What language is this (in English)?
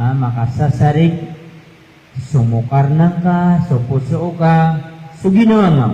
Maranao